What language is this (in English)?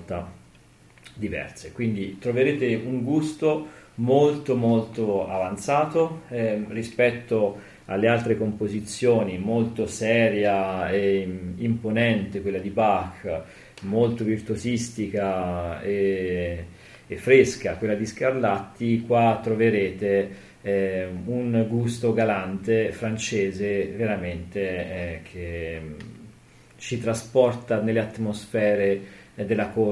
Italian